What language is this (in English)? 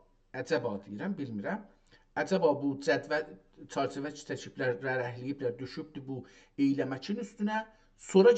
South Azerbaijani